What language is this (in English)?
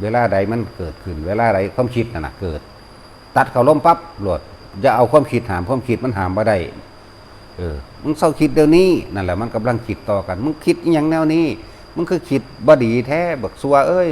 Northeastern Thai